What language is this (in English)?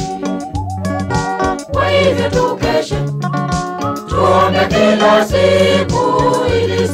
Swahili